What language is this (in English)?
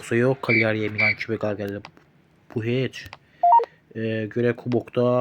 Azerbaijani